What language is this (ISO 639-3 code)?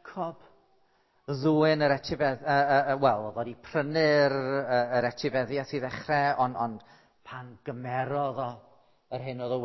cym